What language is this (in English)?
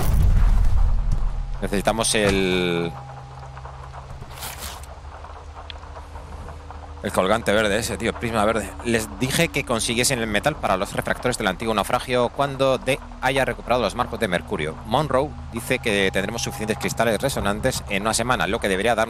Spanish